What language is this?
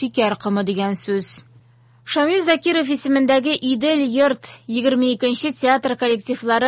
Tatar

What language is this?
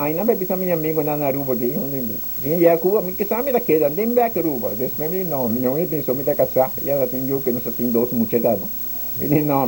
Papiamento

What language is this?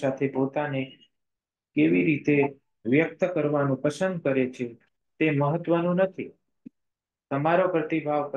Gujarati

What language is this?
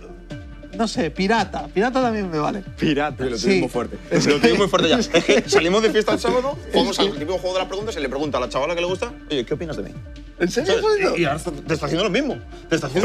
Spanish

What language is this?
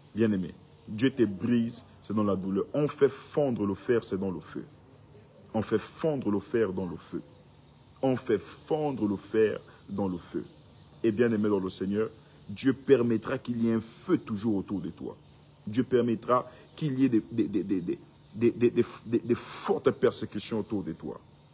French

